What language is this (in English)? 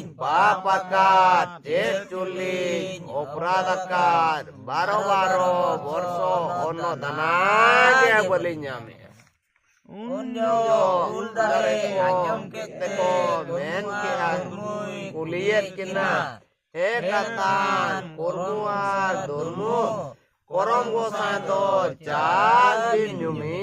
Santali